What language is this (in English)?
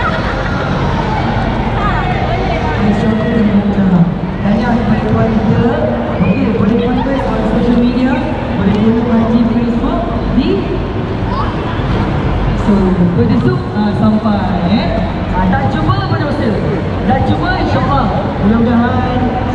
Malay